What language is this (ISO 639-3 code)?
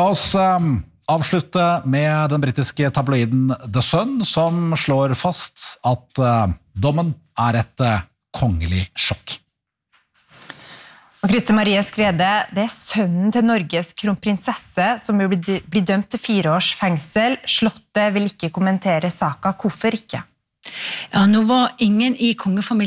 nor